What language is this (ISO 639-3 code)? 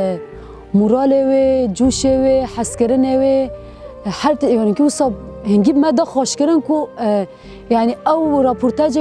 kur